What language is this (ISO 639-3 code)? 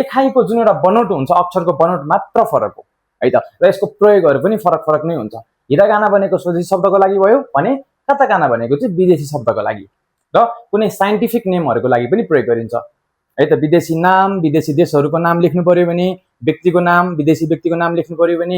nep